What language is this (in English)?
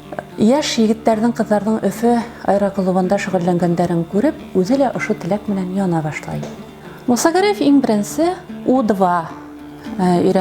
Bashkir